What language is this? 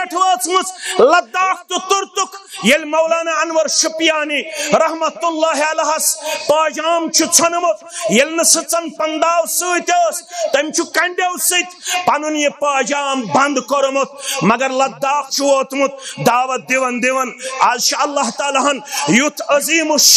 Kashmiri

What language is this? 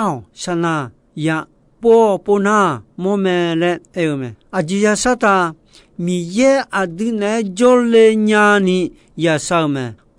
Akha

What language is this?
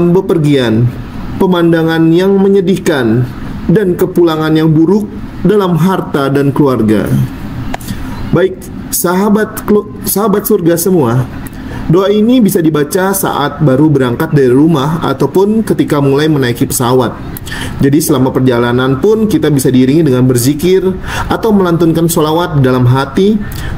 Indonesian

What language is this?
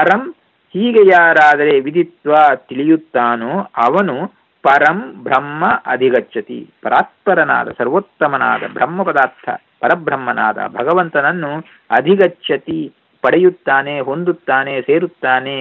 Kannada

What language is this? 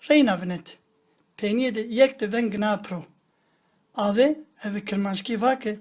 Zaza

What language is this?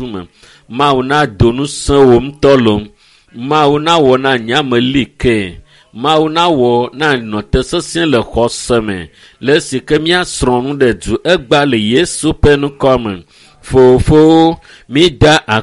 Ewe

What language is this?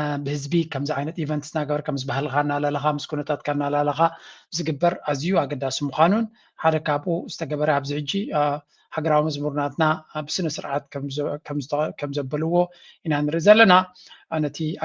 Tigrinya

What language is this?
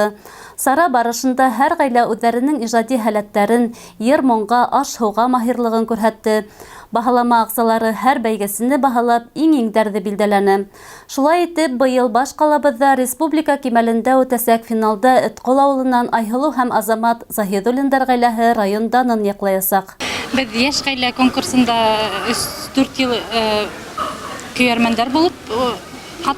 Bashkir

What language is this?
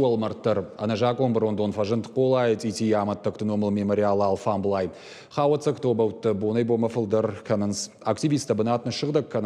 Ossetic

